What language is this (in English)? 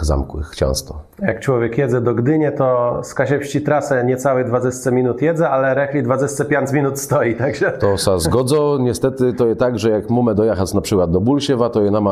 Kashubian